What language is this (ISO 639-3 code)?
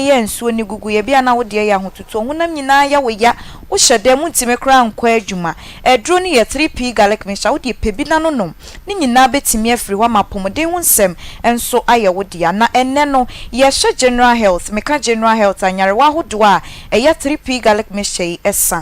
aka